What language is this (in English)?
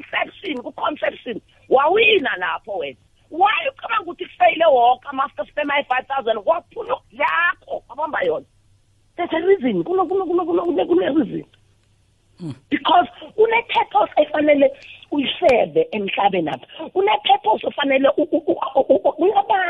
South Ndebele